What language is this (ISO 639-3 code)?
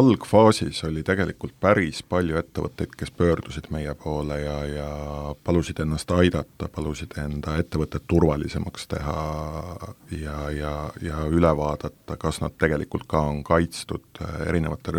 est